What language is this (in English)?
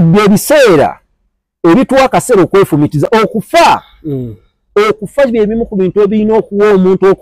Ganda